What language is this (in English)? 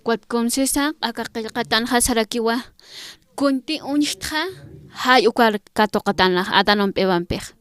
Aymara